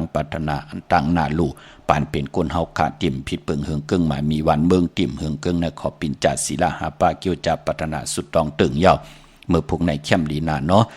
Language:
Shan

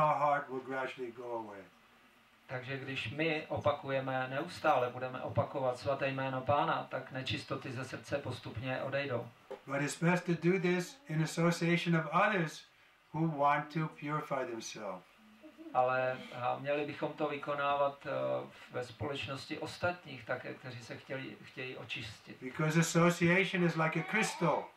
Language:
Czech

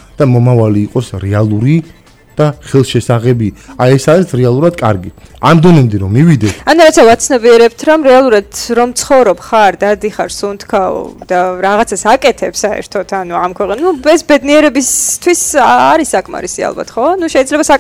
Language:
Georgian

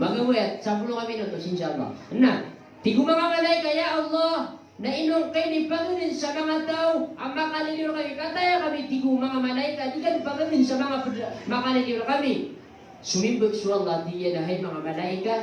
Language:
Maranao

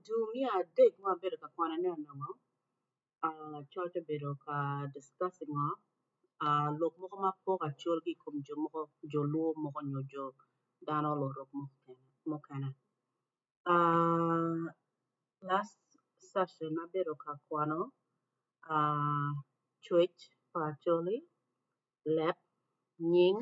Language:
Acoli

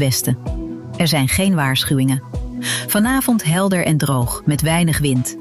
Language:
Dutch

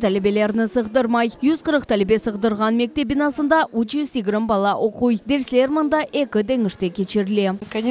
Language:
Crimean Tatar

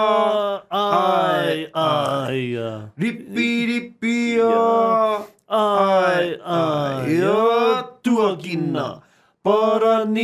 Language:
Māori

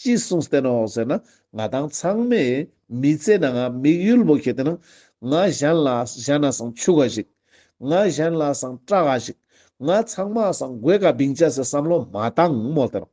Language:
Ladakhi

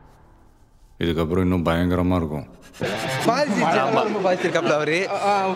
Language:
Tamil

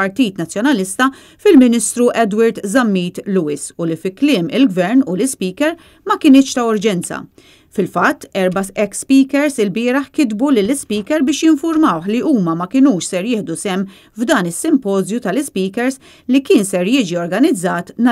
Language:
Maltese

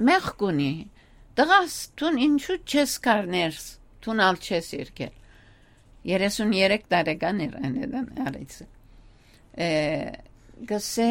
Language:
Western Armenian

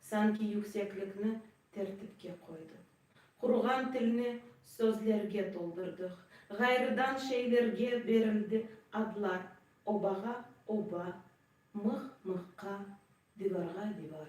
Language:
Crimean Tatar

